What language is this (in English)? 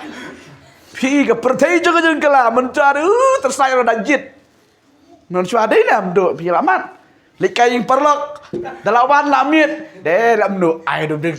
Khasi